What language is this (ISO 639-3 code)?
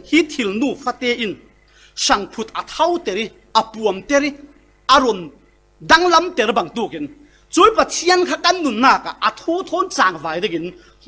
cfm